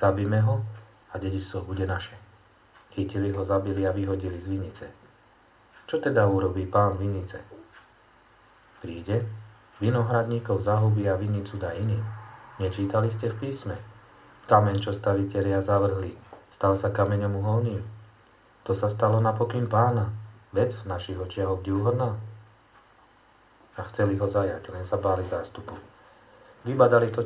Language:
Slovak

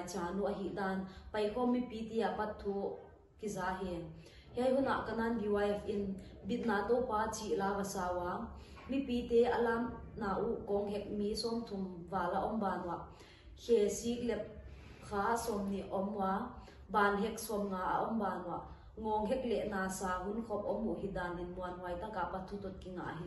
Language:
Paite Chin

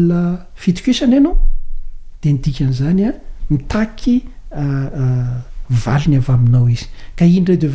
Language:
Malagasy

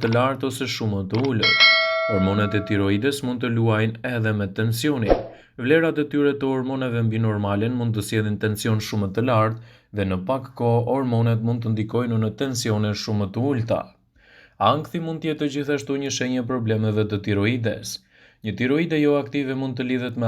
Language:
Albanian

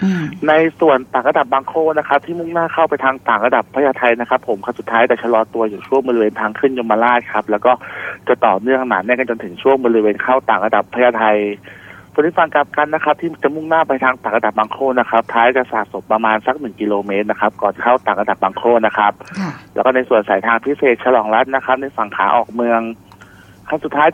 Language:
Thai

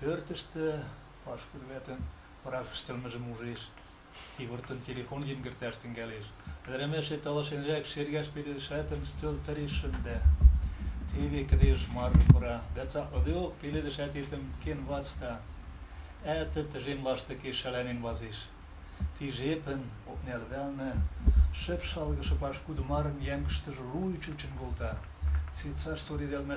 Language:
Western Mari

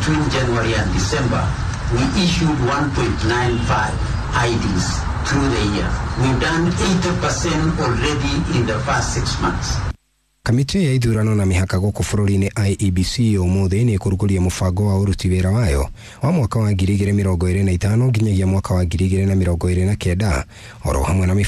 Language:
Kikuyu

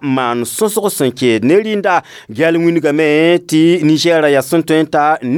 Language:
Mossi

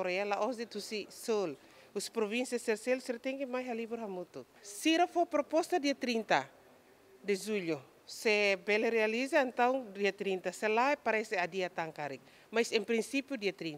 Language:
Tetum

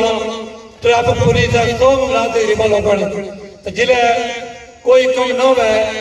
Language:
Pahari-Potwari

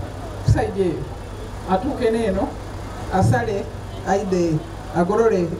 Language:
Soga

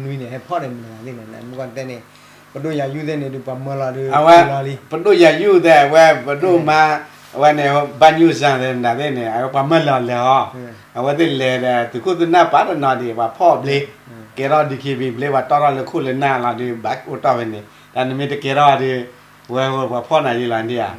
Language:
S'gaw Karen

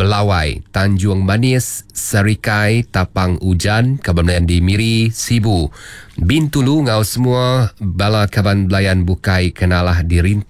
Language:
Iban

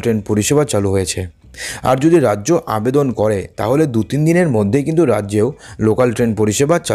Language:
Bangla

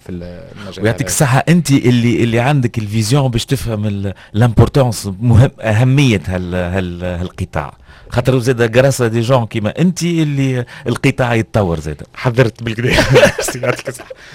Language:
Tunisian Arabic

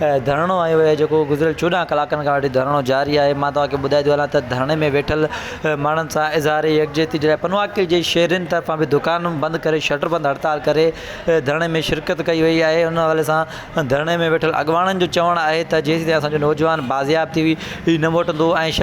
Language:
Sindhi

